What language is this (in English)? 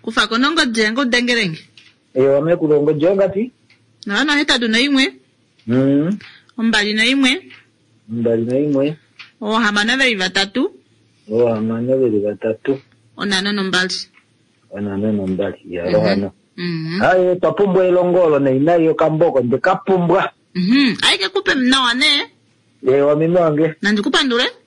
Kuanyama